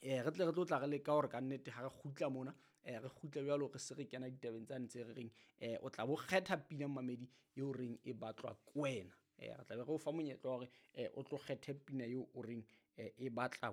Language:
Southern Sotho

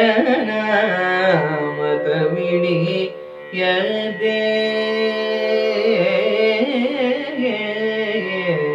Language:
Kannada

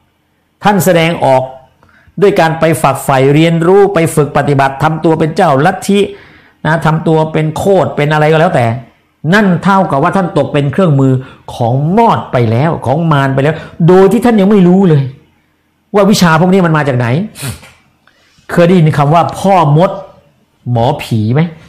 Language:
Thai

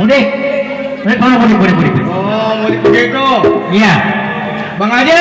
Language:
Betawi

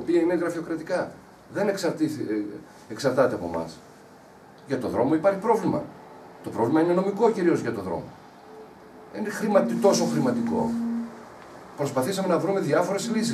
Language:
Greek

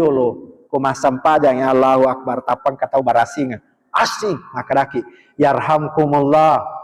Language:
Buginese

